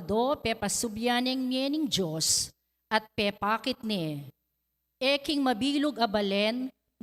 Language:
Pampanga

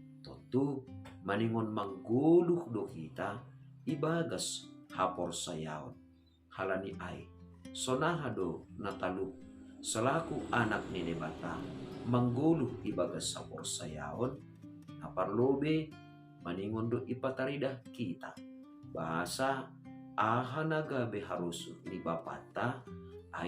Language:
Batak Simalungun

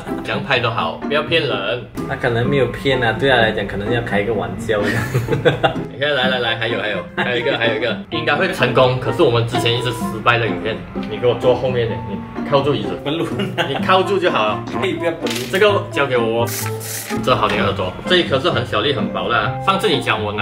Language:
Chinese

